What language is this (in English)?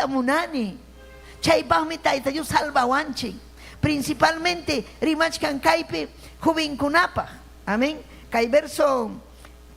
Ayacucho Quechua